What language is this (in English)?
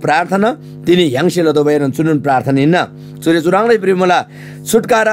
Eastern Tamang